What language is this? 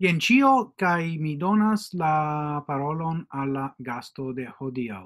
Esperanto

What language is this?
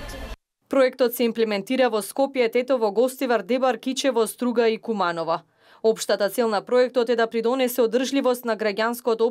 Macedonian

